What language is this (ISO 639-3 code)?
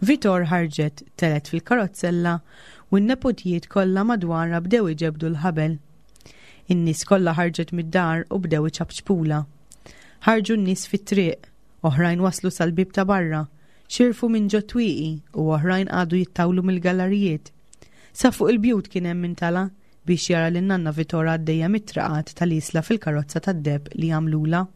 mlt